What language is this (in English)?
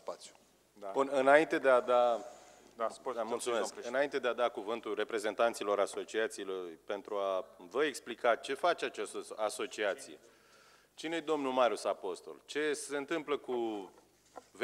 Romanian